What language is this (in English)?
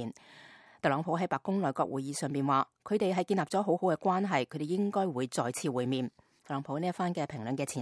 Cantonese